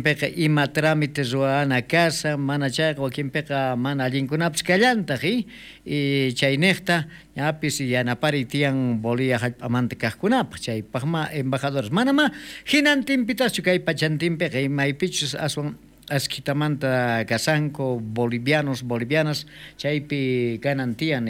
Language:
South Bolivian Quechua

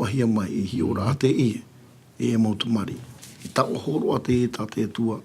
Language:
Tahitian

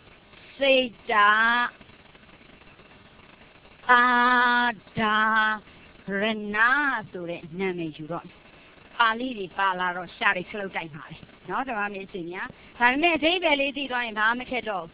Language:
Burmese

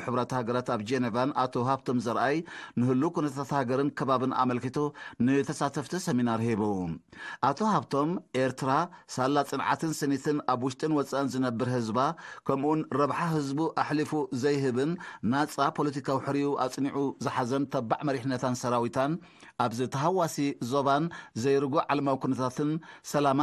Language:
Tigrinya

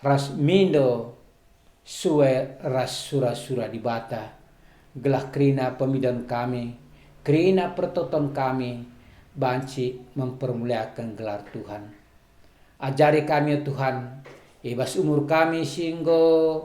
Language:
Batak Karo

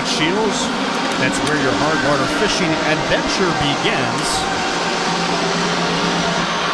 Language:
English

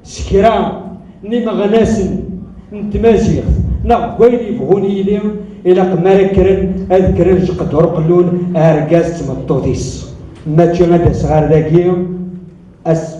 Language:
Kabyle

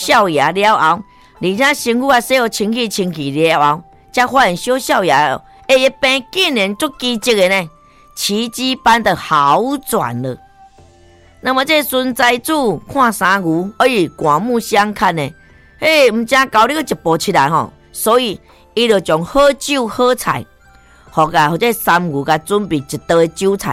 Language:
Min Nan Chinese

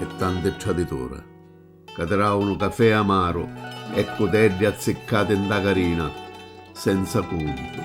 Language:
Sicilian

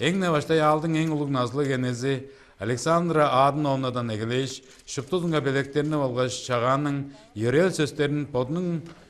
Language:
Tuvinian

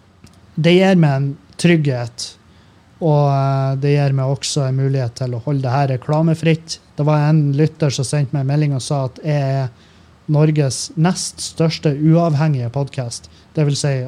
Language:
Norwegian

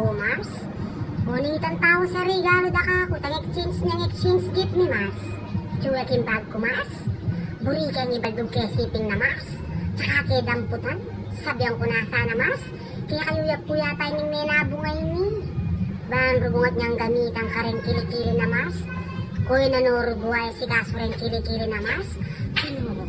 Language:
Pampanga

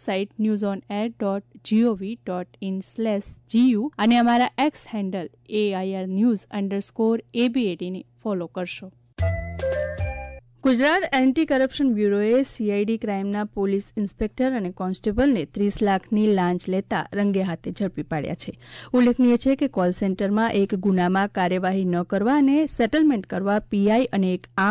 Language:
Gujarati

